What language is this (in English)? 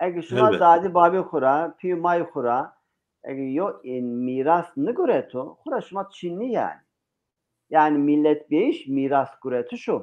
Zaza